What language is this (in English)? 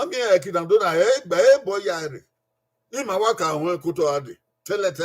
Bini